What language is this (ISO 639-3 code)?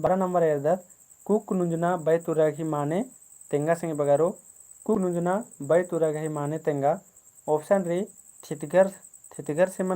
kru